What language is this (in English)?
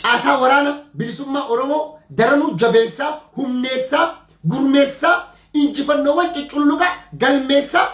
Oromo